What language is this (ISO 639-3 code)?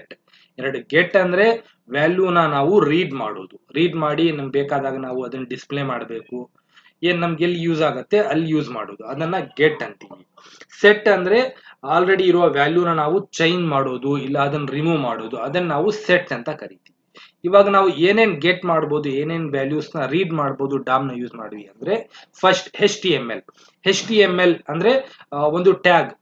kan